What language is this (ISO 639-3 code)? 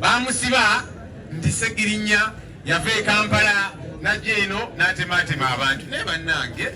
lug